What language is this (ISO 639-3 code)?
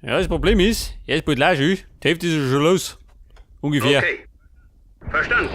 bar